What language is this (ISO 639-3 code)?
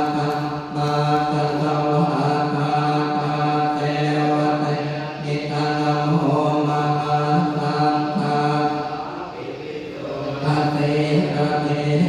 pli